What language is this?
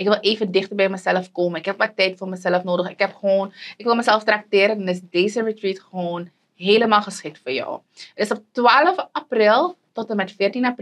Dutch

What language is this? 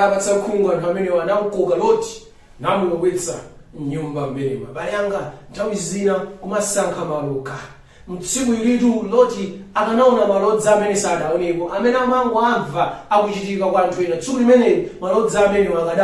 Nyanja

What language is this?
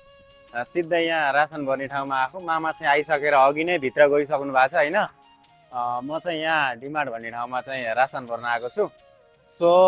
Nepali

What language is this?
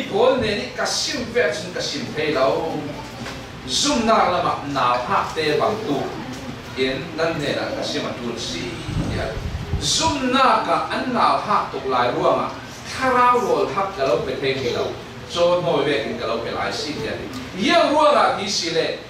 Falam Chin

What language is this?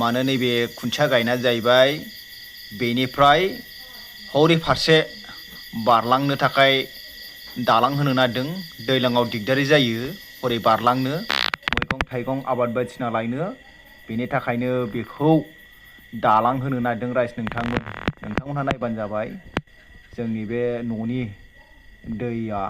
Bodo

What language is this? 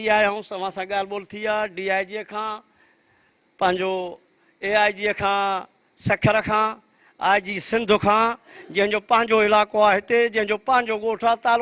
Sindhi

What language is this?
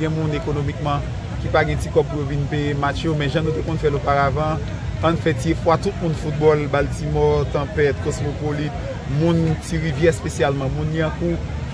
Haitian Creole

